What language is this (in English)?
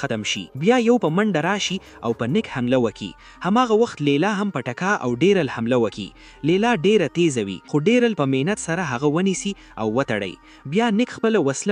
Pashto